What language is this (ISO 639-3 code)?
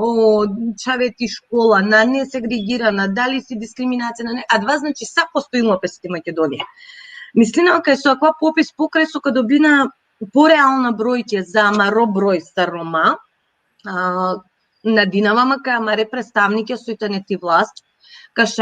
rmn